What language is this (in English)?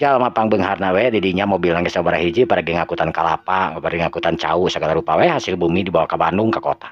Sundanese